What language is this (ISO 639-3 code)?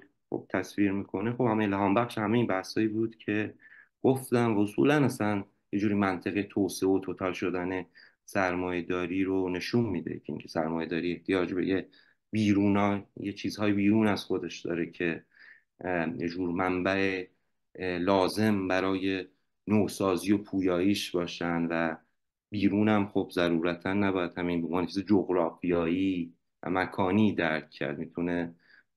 fas